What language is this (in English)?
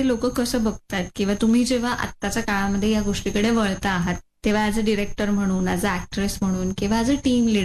Marathi